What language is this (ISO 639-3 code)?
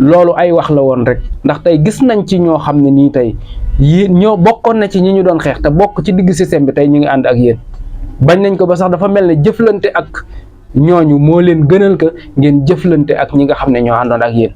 wol